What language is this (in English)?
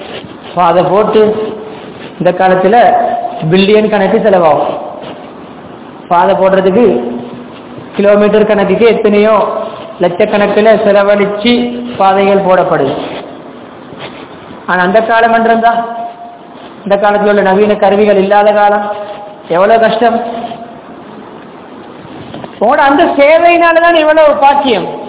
Tamil